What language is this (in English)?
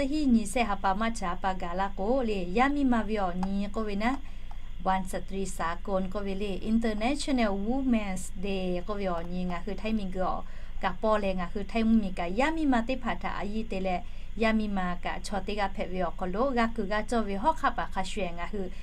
Lahu